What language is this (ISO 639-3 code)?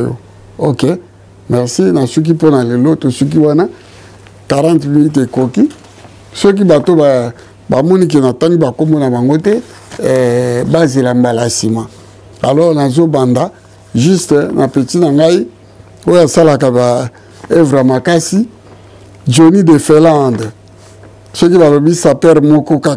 lin